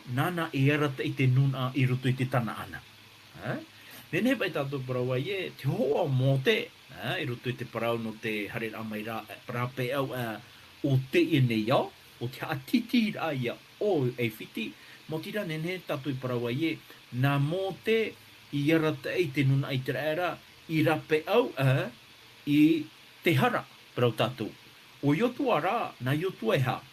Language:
Tahitian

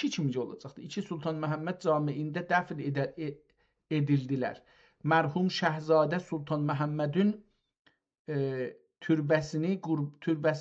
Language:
South Azerbaijani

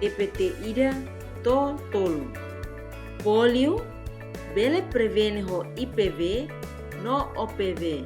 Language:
Tetum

